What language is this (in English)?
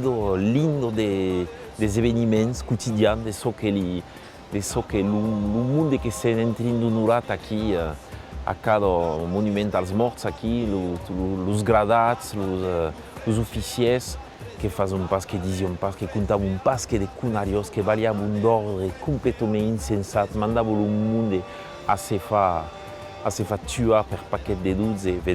Occitan